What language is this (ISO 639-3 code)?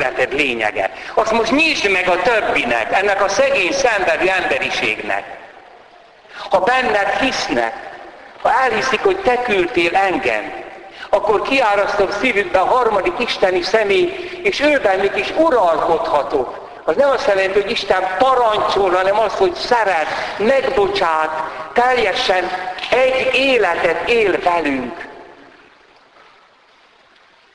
hun